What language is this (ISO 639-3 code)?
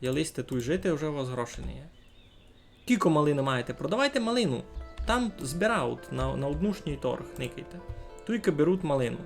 rue